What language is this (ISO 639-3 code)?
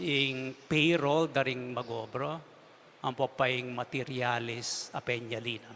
pam